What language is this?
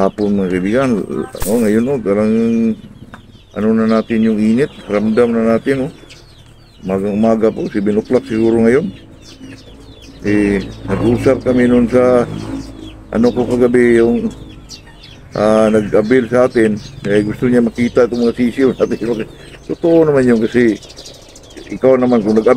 Filipino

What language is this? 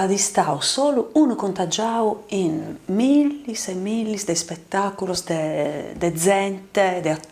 Sardinian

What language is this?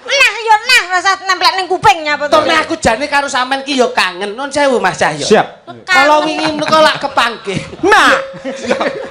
Javanese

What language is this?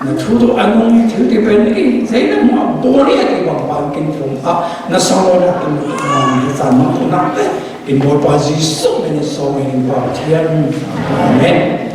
Falam Chin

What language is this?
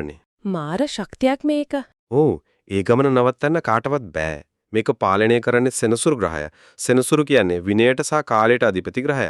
Sinhala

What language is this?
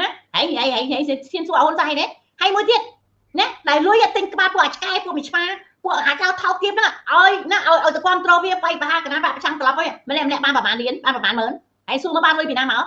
Khmer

